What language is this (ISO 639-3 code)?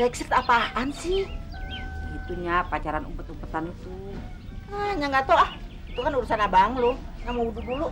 bew